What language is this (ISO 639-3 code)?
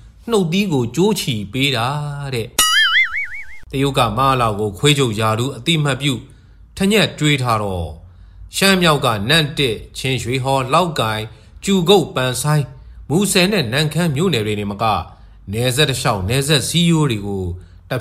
mya